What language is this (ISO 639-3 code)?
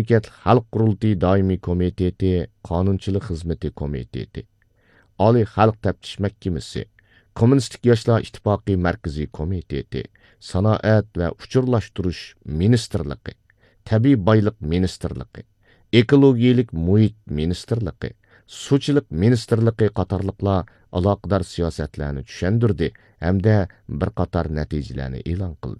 uig